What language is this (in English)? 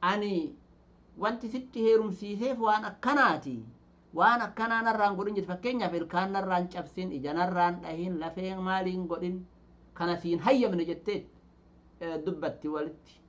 Oromo